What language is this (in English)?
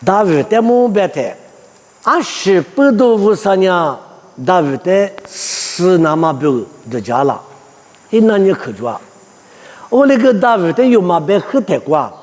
Lisu